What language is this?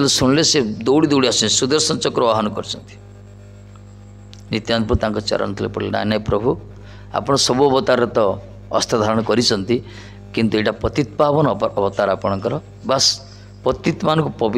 Odia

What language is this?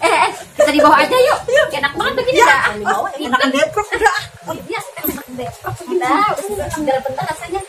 Betawi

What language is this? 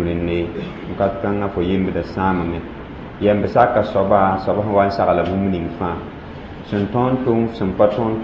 Mossi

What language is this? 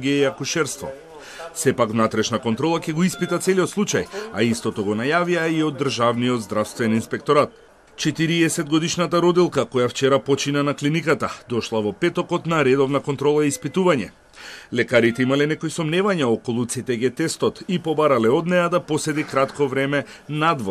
Macedonian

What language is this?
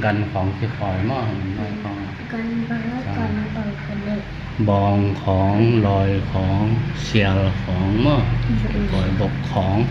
Tedim Chin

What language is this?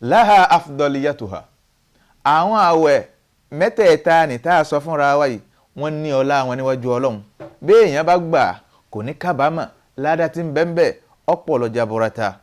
Yoruba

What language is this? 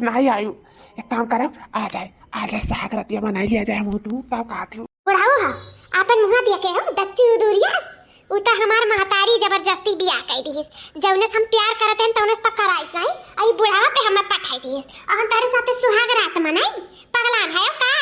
Awadhi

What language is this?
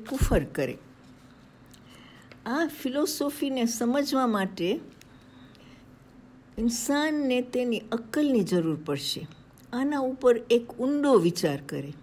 Gujarati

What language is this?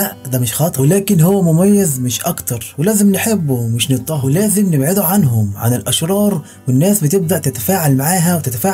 Egyptian Arabic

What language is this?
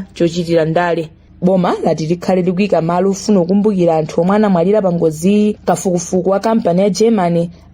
Nyanja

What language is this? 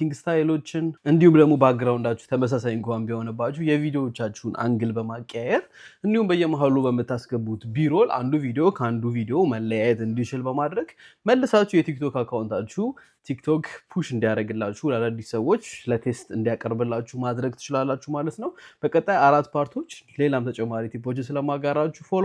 Amharic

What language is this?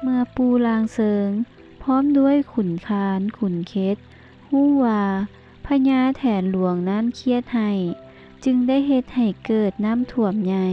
Lao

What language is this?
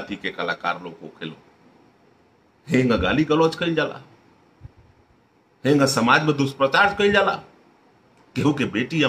Bhojpuri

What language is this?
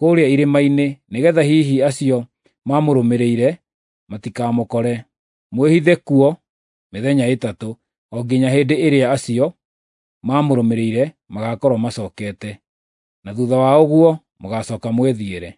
Kikuyu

